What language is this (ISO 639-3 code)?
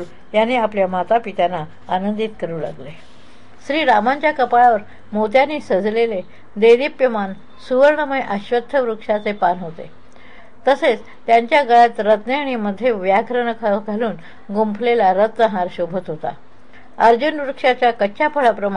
mar